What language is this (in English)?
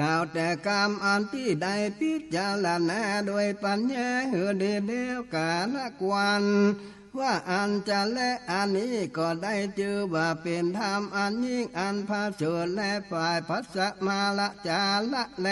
Northern Thai